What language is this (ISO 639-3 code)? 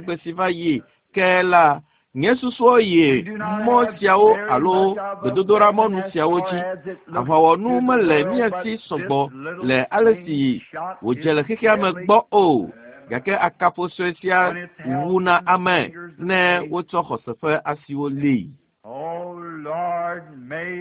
ewe